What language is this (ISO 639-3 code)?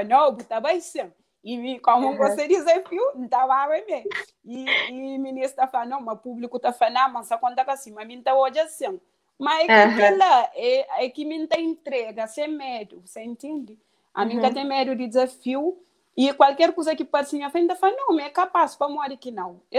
kea